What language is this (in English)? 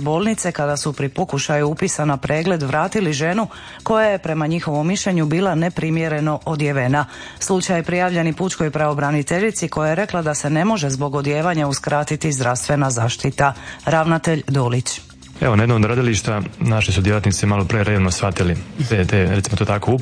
Croatian